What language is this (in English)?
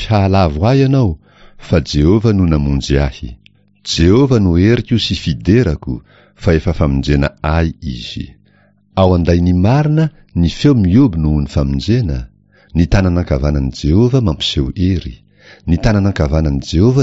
Malagasy